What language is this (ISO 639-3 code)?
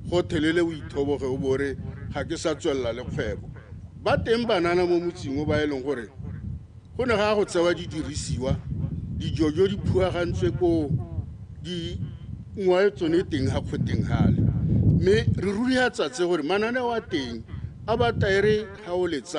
tsn